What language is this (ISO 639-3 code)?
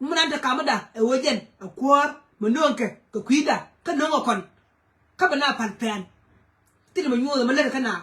nus